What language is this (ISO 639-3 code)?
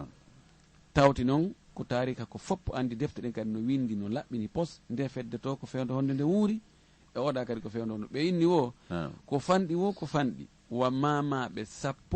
ful